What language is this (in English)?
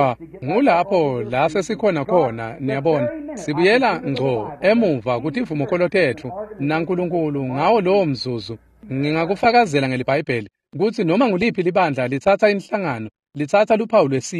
Swati